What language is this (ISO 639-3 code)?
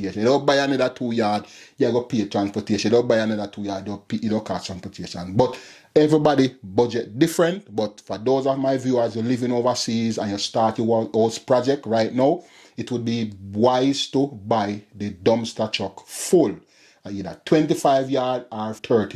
jam